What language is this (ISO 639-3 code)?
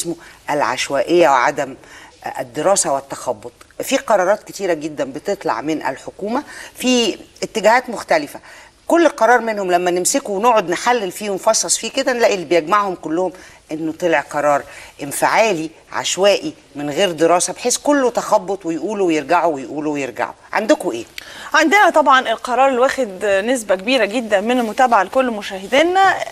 arz